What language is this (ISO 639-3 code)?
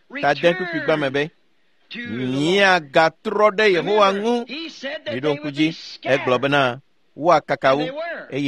ewe